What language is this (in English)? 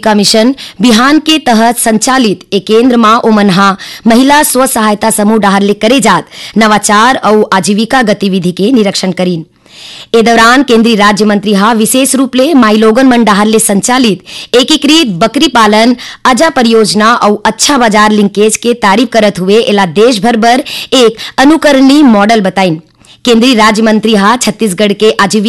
Chhattisgarhi